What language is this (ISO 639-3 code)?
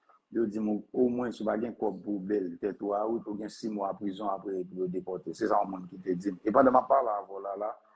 hat